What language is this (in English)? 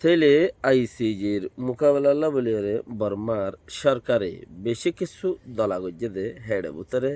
Rohingya